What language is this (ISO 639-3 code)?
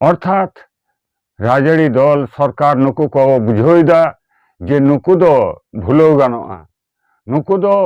sat